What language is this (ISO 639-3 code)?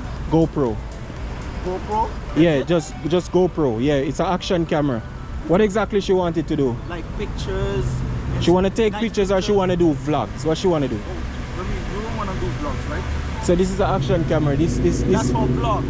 jam